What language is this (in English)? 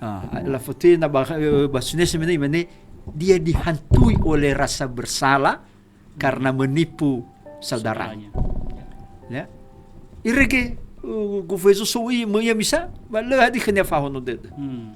Nias